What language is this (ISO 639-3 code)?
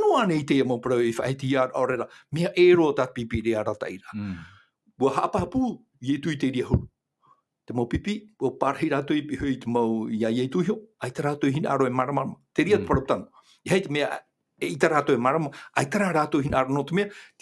tah